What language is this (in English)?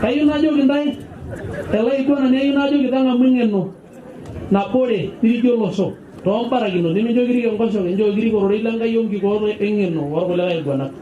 Masai